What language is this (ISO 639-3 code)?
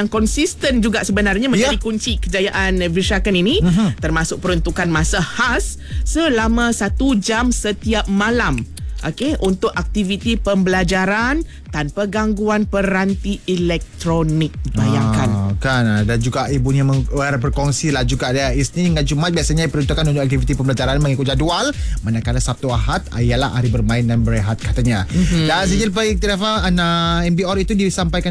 msa